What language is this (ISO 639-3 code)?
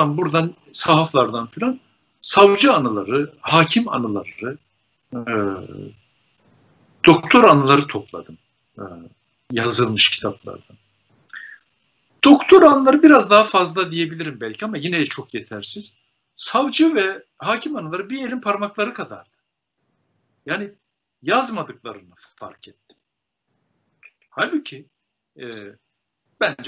tur